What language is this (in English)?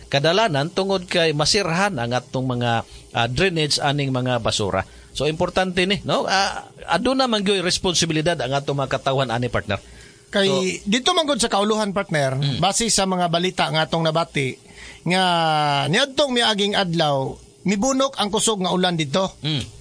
Cebuano